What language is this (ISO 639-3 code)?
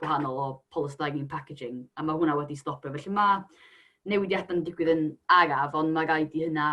cym